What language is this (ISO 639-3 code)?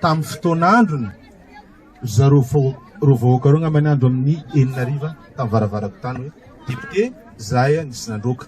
mlg